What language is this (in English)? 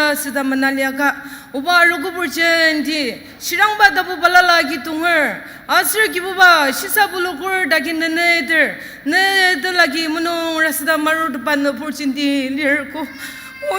Ao Naga